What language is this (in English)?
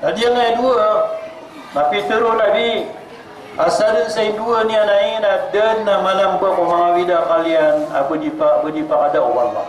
Maranao